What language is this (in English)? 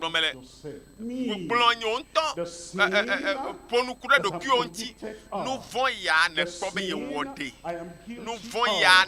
Ewe